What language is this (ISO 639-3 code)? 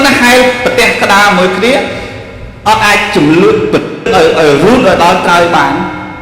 khm